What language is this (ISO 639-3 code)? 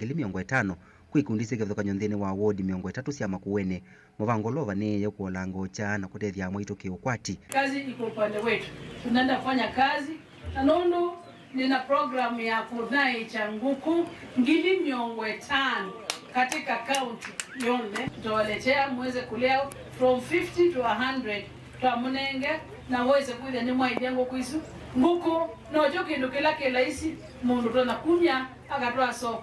kam